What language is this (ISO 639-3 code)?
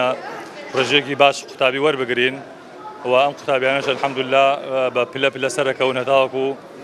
ckb